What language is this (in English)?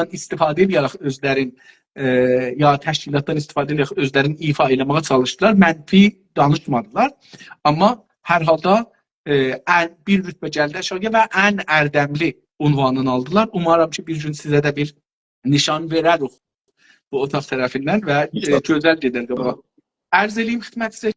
South Azerbaijani